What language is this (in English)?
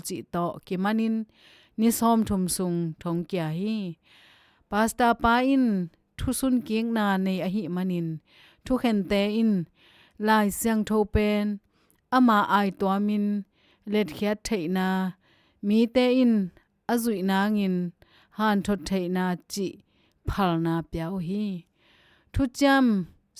Tedim Chin